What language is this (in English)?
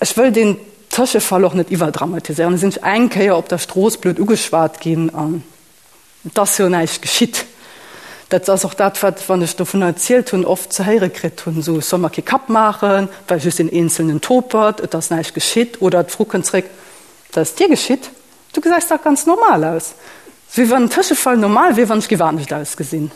Luxembourgish